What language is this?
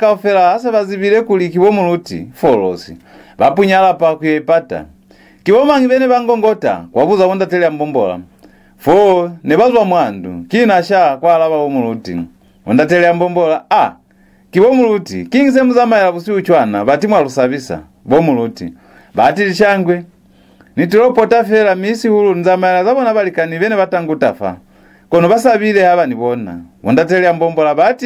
Lozi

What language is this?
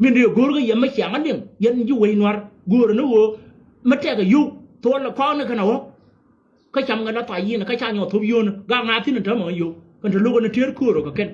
Nuer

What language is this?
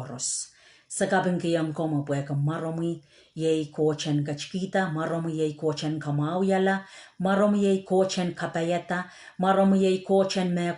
Pohnpeian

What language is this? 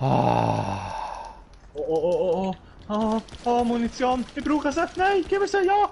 Swiss German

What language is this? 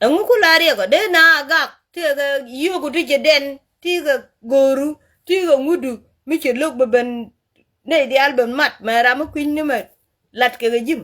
Nuer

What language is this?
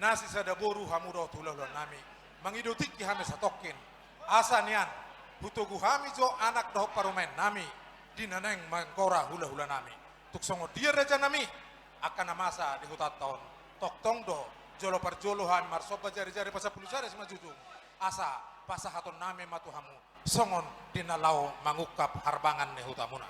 Batak Toba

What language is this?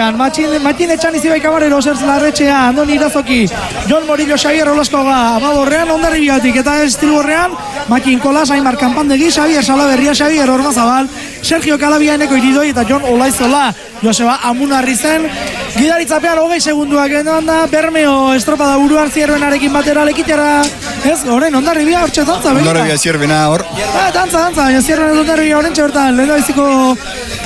Basque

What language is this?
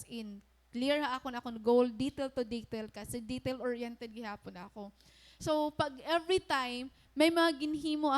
Waray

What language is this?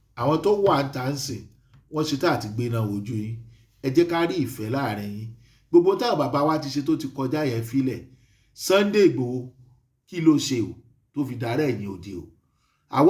Yoruba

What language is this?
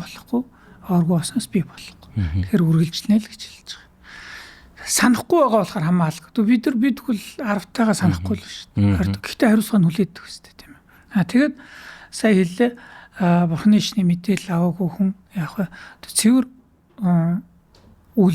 Mongolian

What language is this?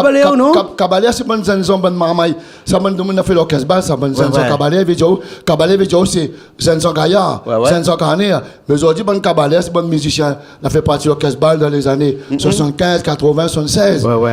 Réunion Creole French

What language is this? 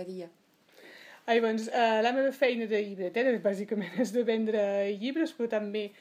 Catalan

